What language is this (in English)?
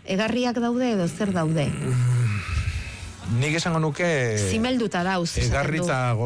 Basque